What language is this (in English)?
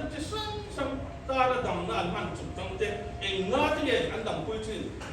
Mizo